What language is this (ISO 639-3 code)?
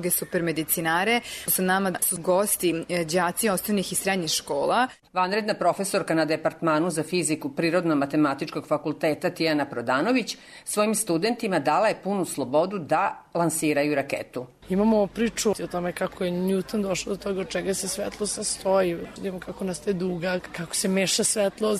srp